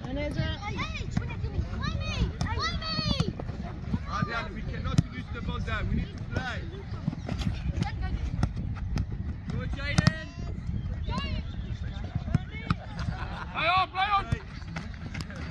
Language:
English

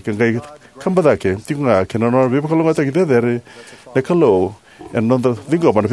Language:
Fijian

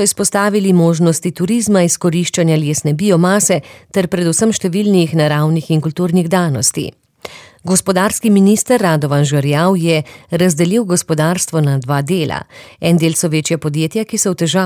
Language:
Slovenian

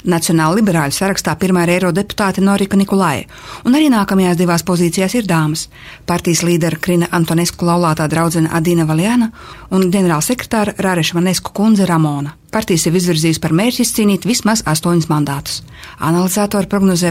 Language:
Latvian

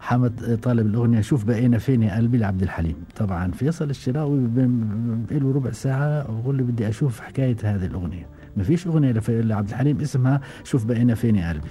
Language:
Gulf Arabic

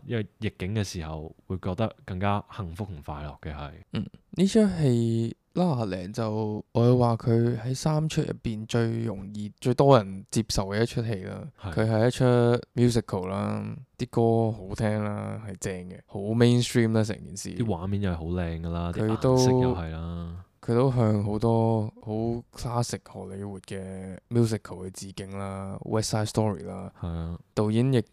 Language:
Cantonese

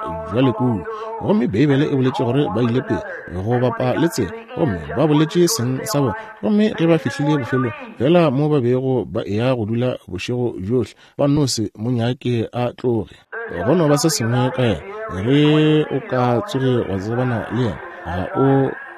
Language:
Northern Sotho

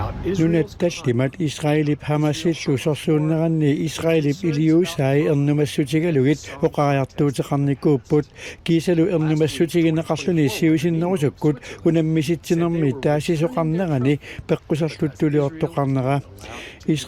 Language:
Kalaallisut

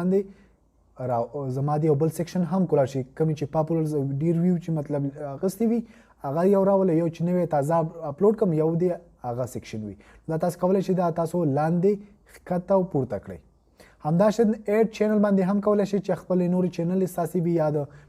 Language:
Pashto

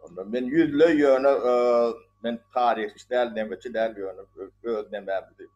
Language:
Turkmen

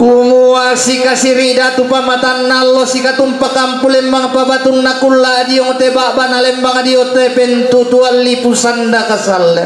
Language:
Toraja-Sa'dan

